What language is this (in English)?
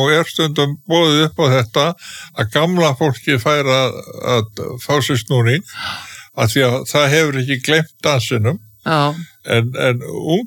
Icelandic